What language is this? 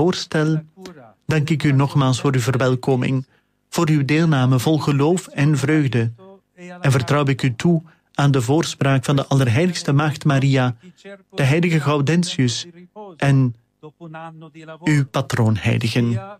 Dutch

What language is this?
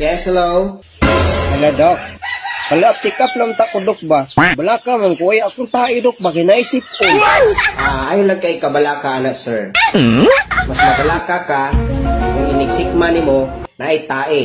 Cebuano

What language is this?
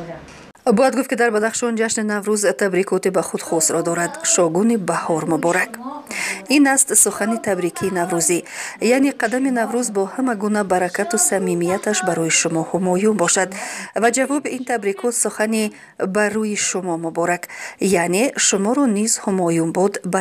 Tajik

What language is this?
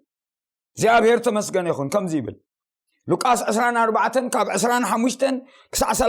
Tigrinya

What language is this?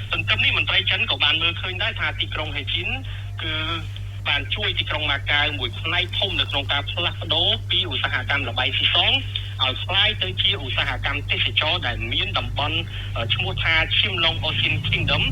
Khmer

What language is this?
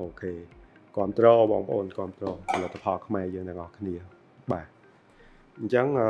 Khmer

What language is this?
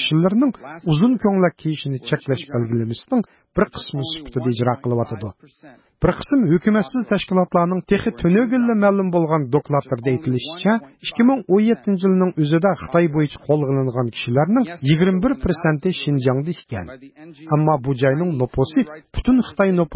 Uyghur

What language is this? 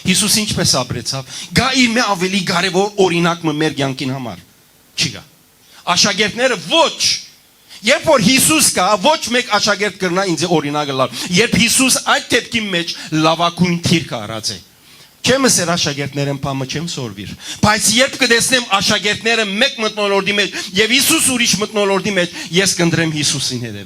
Western Armenian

